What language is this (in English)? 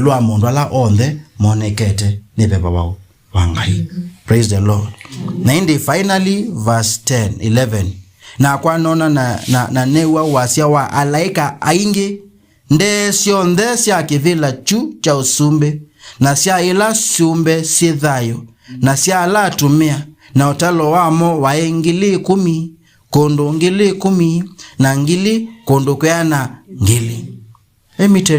Kamba